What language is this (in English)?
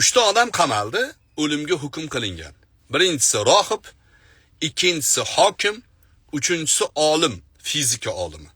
Uzbek